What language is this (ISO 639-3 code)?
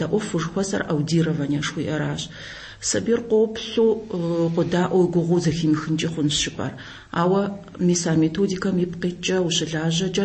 kbd